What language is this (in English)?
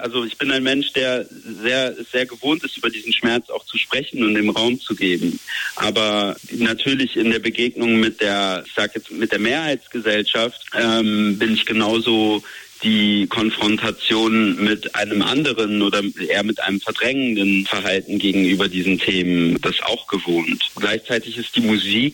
German